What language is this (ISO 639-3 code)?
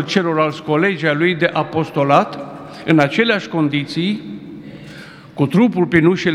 ron